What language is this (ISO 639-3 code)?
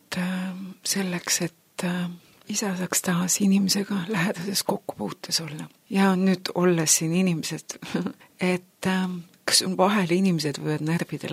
est